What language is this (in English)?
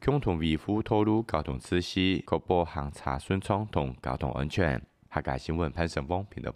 Hakka Chinese